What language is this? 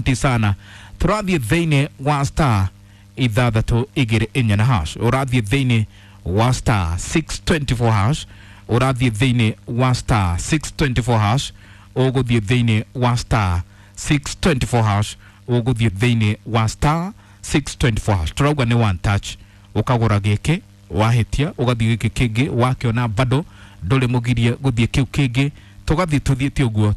Kikuyu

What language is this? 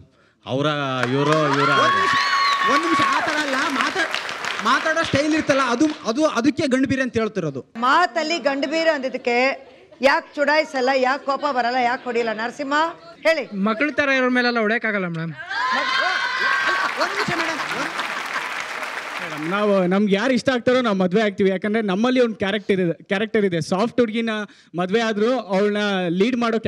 Kannada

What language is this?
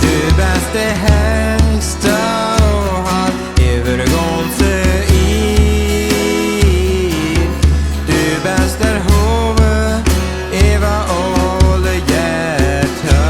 Plautdietsch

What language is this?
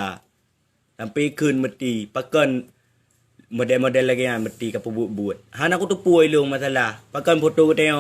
Achinese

